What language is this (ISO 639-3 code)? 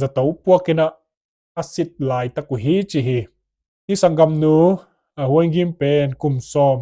ctd